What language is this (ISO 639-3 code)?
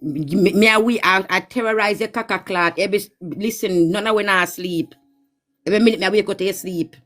jam